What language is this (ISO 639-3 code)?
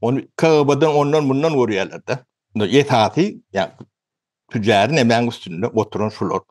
tuk